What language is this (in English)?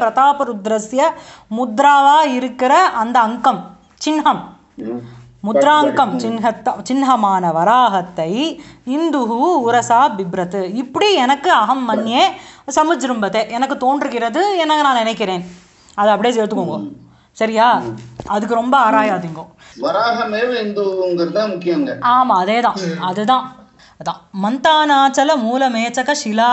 Tamil